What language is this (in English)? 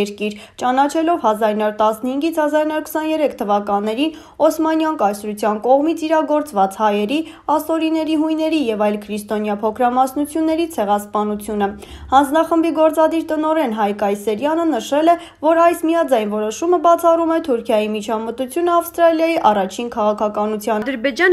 Armenian